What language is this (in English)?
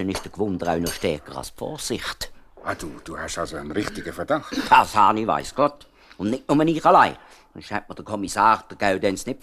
Swiss German